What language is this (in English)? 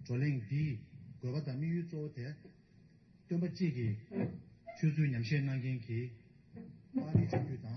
Tibetan